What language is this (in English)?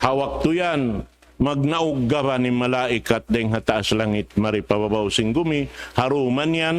Tausug